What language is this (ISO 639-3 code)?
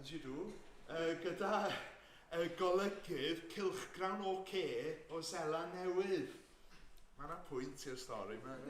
cym